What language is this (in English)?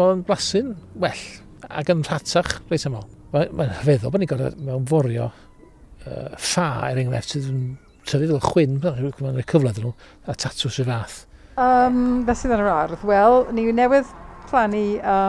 Welsh